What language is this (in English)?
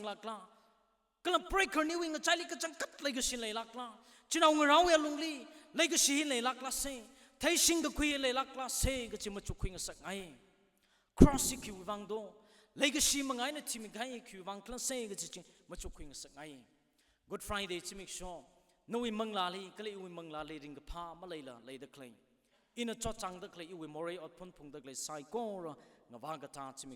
Tangkhul Naga (India)